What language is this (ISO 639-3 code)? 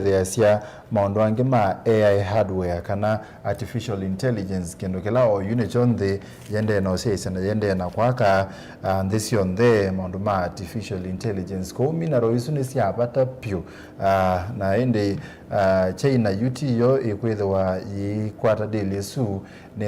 kam